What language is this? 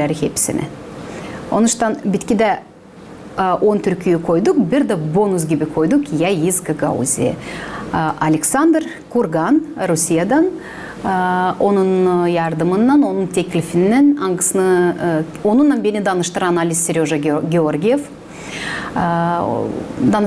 Gagauz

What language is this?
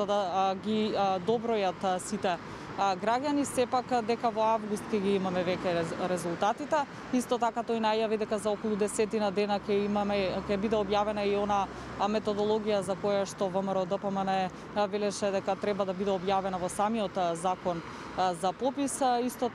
Macedonian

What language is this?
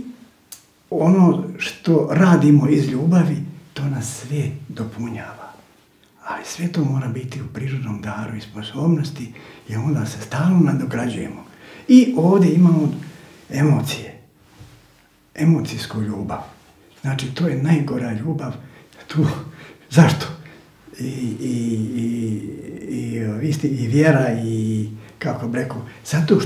Croatian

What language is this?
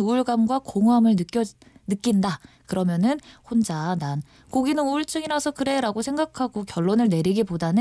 Korean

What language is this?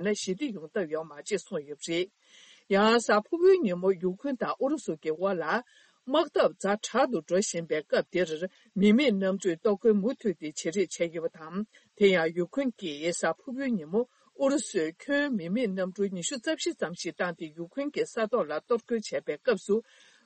Tibetan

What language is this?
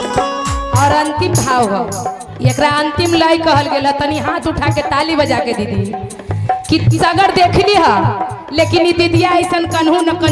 Magahi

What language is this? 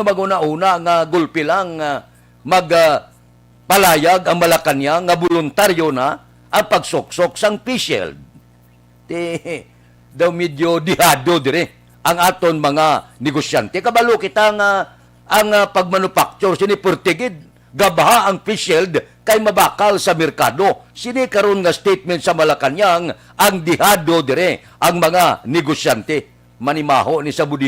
Hiligaynon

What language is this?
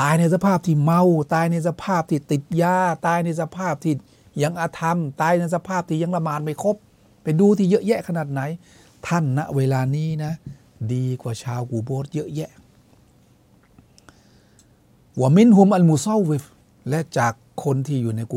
Thai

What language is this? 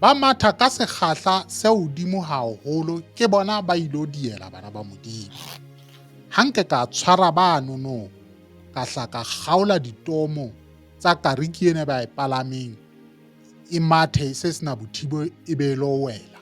Southern Sotho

